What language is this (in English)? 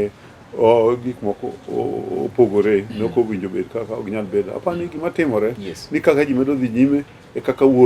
Luo (Kenya and Tanzania)